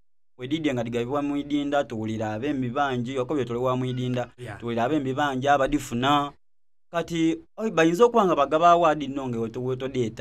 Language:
Soga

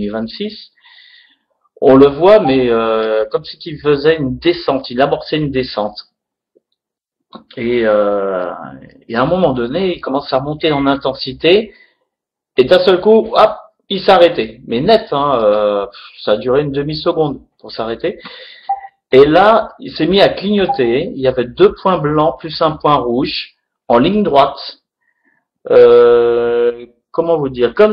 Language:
French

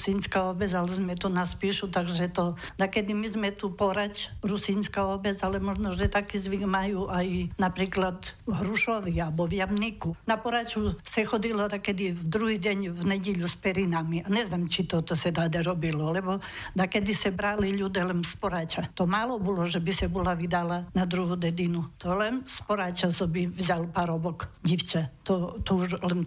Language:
Rusyn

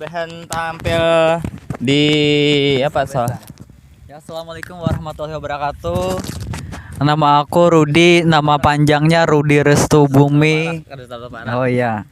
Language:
Banjar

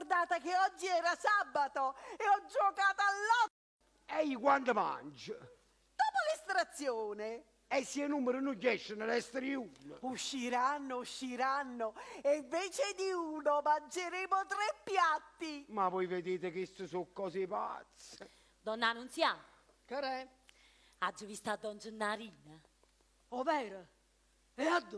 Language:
Neapolitan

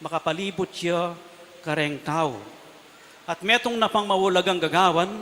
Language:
Pampanga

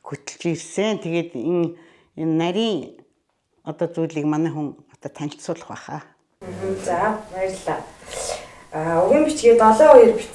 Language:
Mongolian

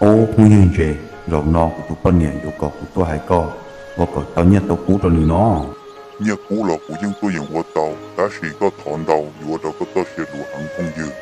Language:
Hmong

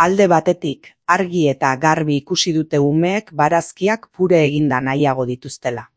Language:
Basque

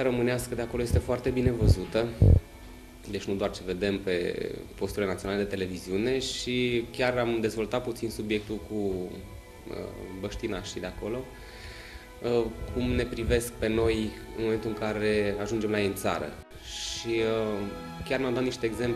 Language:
Romanian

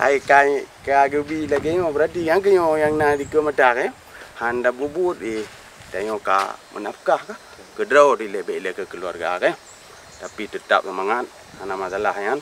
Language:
Achinese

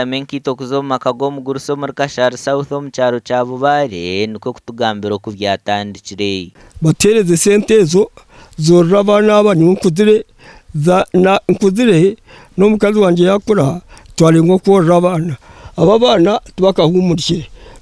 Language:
Nyankole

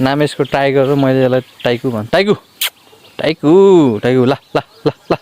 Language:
Nepali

